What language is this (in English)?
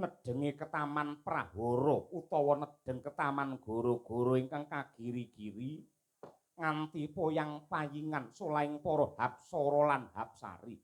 Javanese